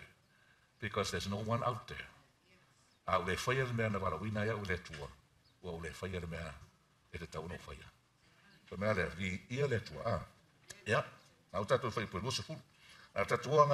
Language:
Samoan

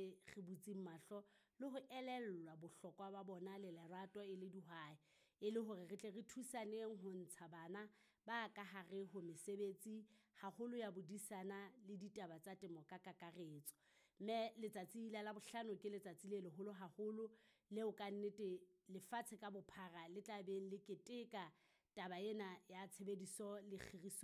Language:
Southern Sotho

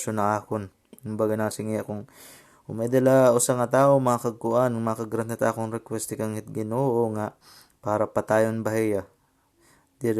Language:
Waray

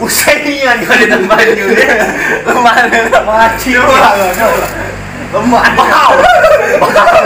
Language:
Musi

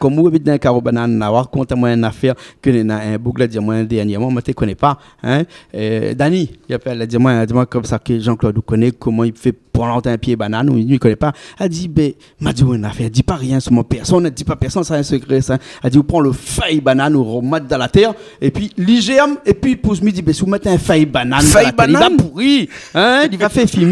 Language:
Réunion Creole French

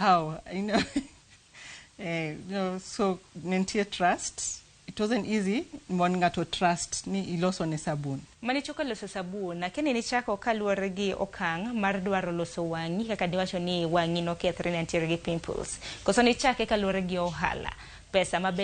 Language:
Luo (Kenya and Tanzania)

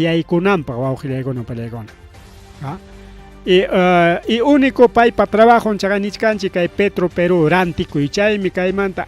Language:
Ayacucho Quechua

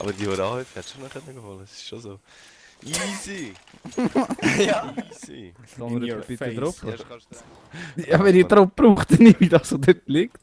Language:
Swiss German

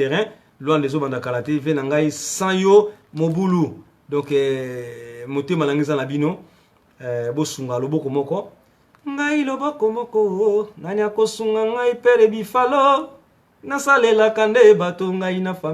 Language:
Lingala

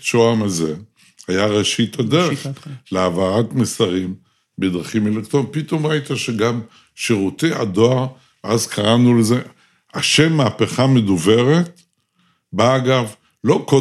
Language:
Hebrew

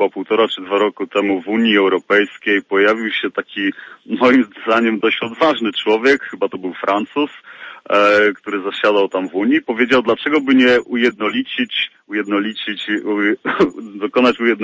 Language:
Polish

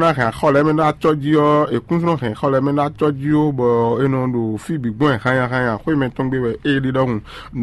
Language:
Fon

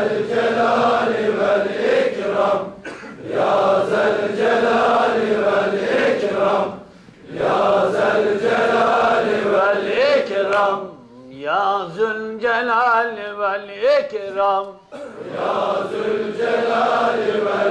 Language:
Turkish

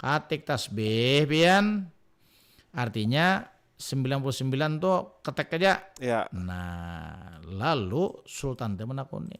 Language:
Banjar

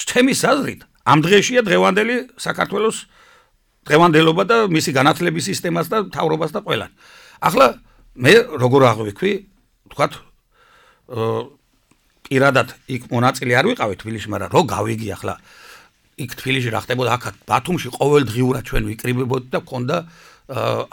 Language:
Georgian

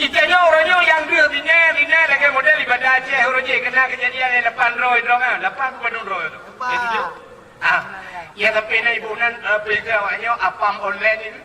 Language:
Achinese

